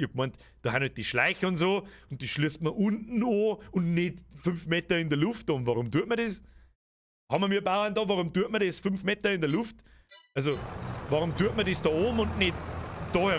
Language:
Bavarian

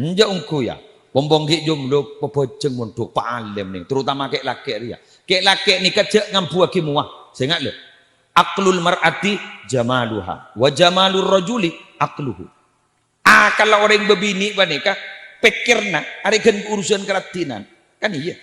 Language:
Madurese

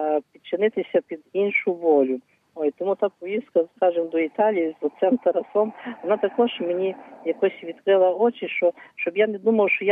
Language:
Ukrainian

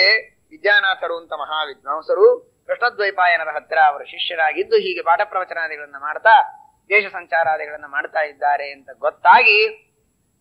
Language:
Kannada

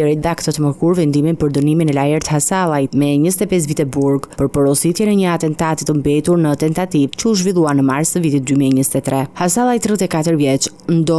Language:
Albanian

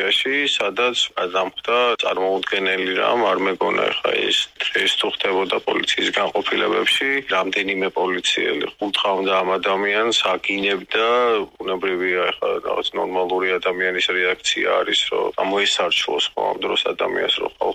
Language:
Georgian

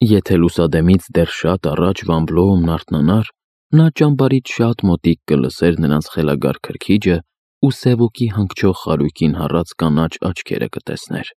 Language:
Armenian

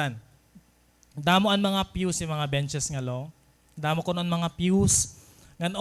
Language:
Waray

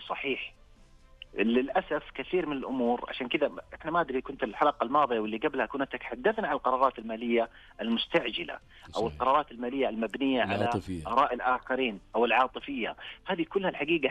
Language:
Najdi Arabic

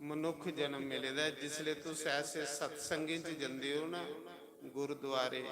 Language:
Dogri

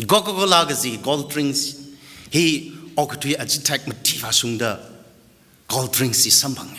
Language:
Tangkhul Naga (India)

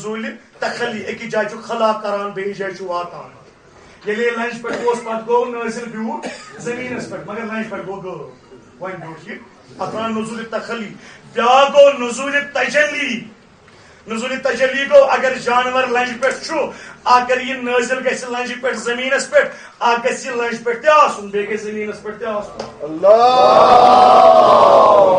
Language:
Kashmiri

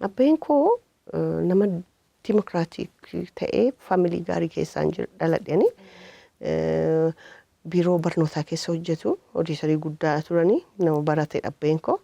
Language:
Oromo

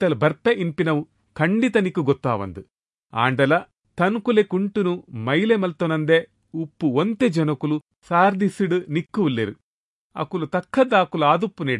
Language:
Tulu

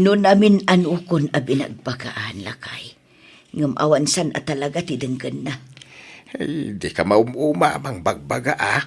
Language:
Iloko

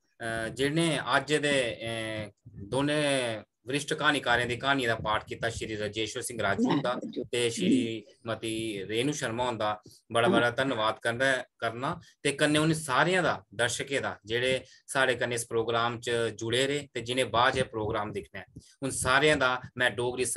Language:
Dogri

